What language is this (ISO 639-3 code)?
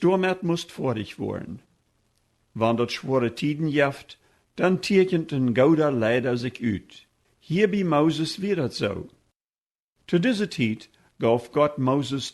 pdt